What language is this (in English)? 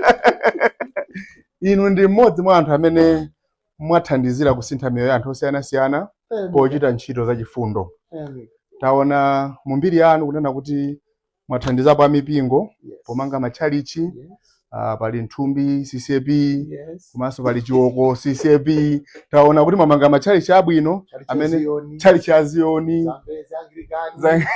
Nyanja